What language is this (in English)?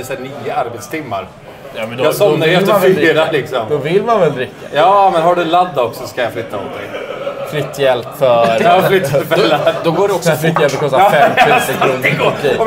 Swedish